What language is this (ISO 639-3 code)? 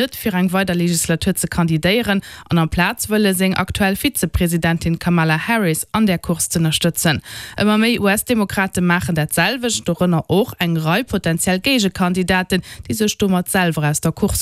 ltz